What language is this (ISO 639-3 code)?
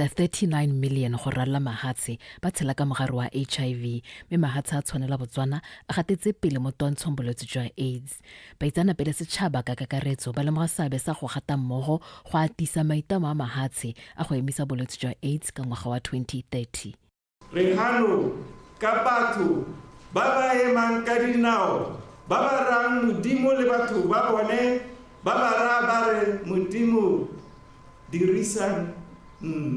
tsn